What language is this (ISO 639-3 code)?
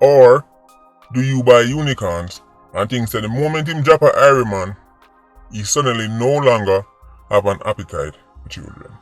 jam